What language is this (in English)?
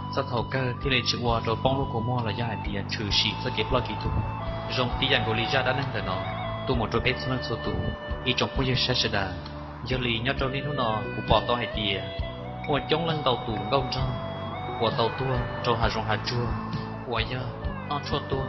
Hmong